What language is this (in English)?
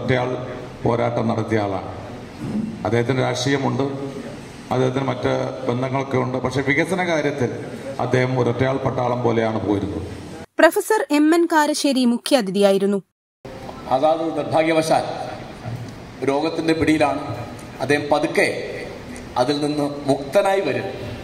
Malayalam